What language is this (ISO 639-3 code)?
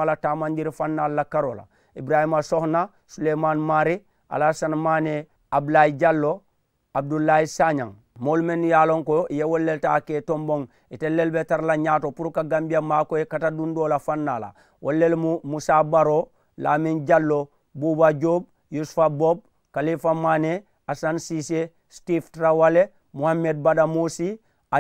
man